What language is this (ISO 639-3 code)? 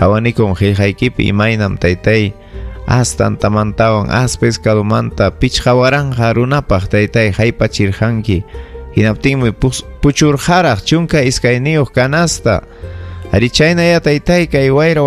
quy